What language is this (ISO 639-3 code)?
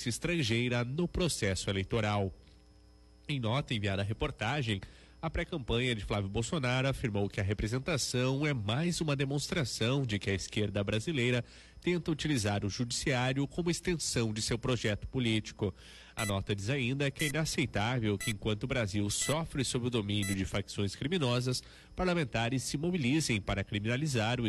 por